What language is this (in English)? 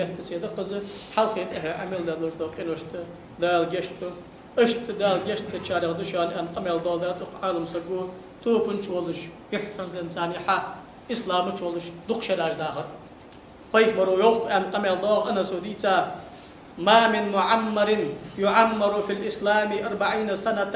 Ingush